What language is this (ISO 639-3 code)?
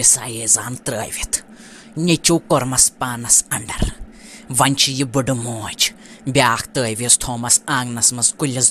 kas